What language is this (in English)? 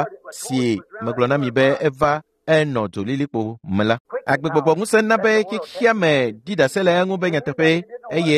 Ewe